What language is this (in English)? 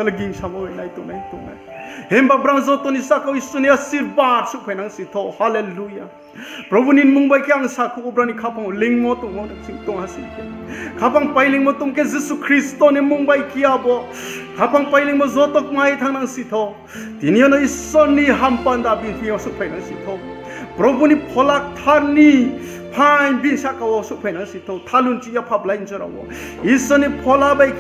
Riang (India)